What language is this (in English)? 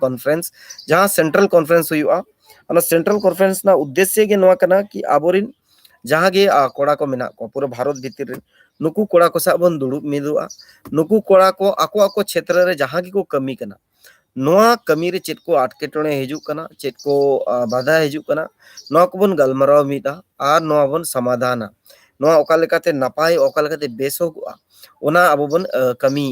Santali